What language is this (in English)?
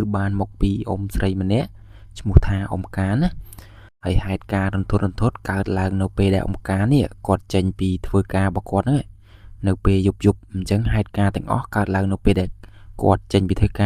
Khmer